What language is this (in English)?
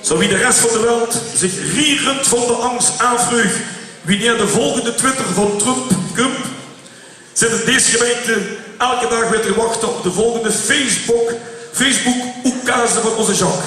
Limburgish